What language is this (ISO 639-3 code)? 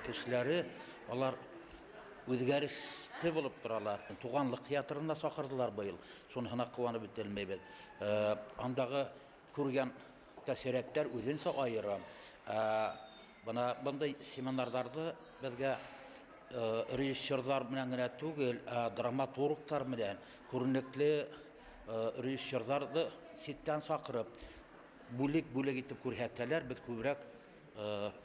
bak